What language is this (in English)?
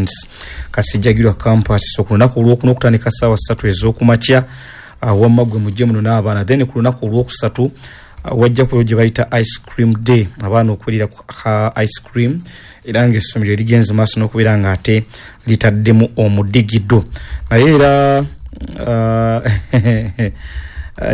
Ganda